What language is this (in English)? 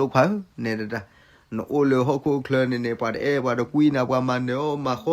S'gaw Karen